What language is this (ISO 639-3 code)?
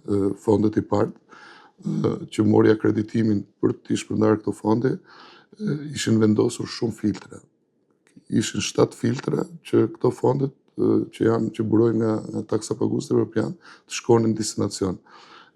sqi